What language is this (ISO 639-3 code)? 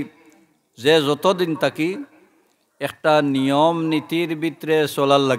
syl